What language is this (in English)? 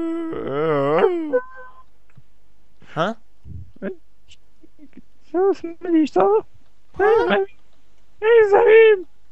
Czech